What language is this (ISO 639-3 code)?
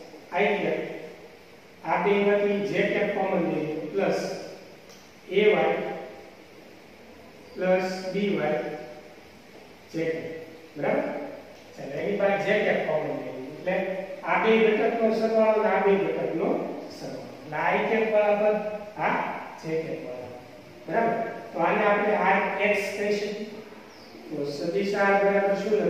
guj